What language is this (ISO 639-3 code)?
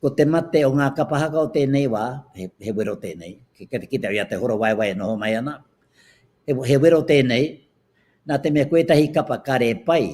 mri